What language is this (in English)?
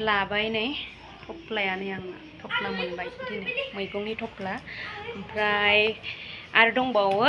Bodo